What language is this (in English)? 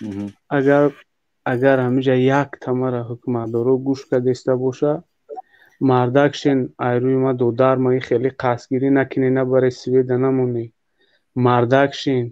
Tajik